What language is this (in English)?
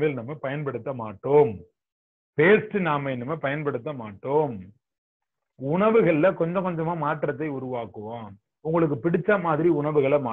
Tamil